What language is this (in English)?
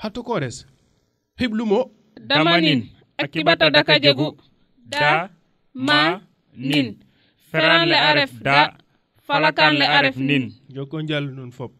Serer